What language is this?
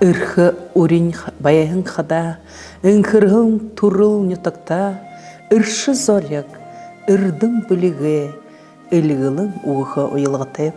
Buriat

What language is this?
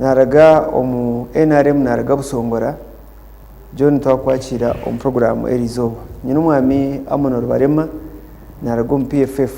Nyankole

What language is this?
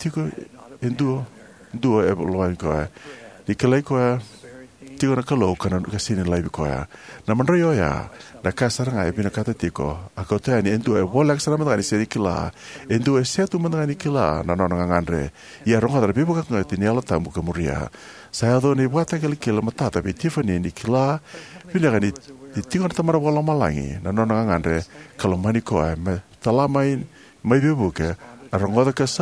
Fijian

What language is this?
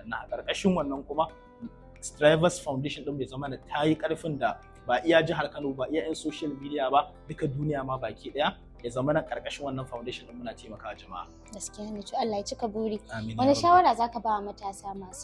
Hausa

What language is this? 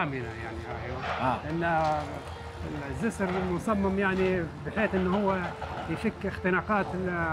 Libyan Arabic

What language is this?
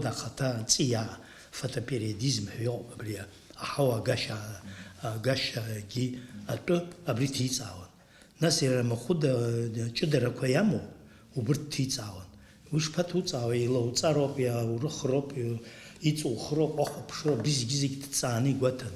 Abkhazian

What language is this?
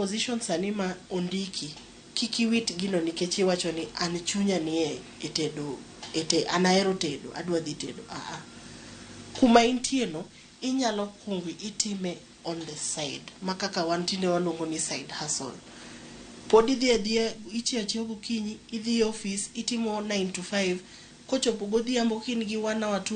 Luo (Kenya and Tanzania)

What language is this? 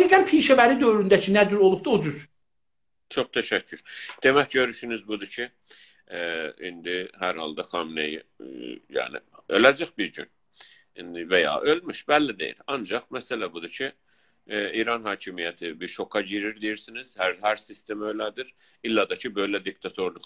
South Azerbaijani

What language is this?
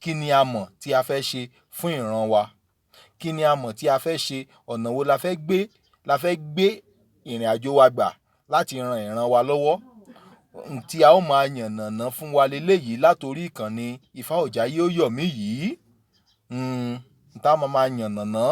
Yoruba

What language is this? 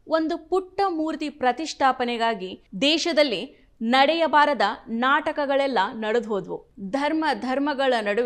Kannada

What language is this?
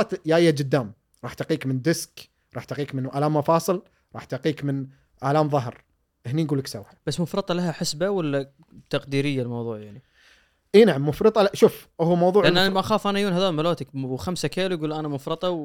Gulf Arabic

